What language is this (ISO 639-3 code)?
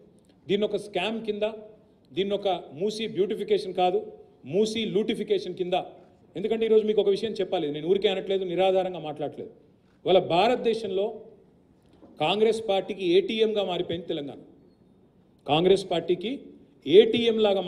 tel